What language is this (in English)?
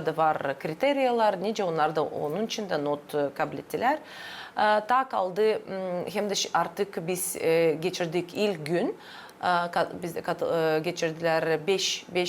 Gagauz